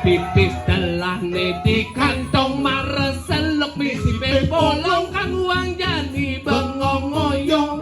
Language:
Balinese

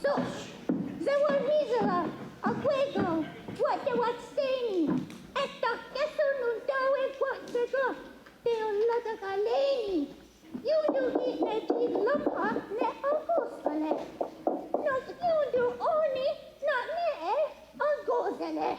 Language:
Mohawk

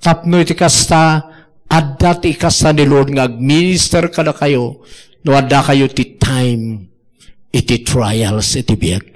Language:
Iloko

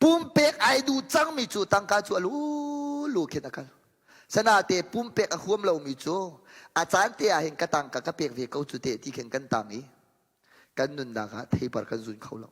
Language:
Hakha Chin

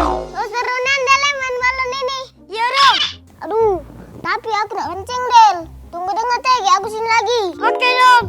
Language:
Musi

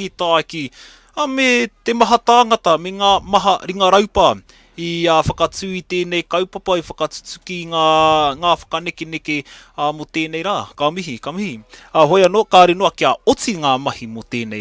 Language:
Māori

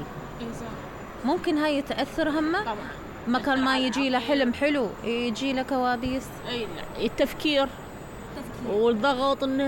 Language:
Mesopotamian Arabic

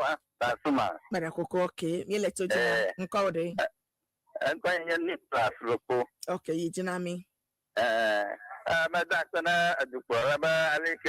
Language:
Ewe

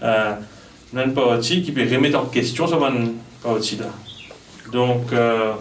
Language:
Morisyen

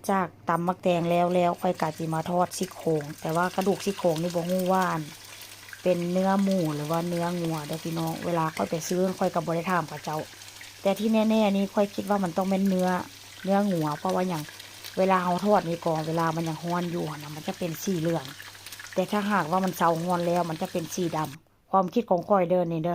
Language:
Northeastern Thai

